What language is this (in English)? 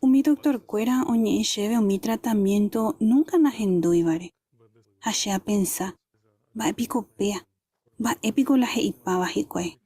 Guarani